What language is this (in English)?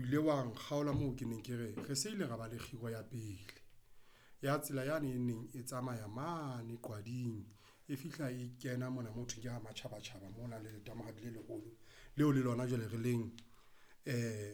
Southern Sotho